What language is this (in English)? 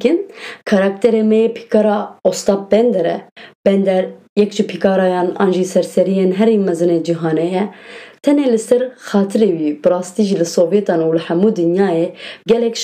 Kurdish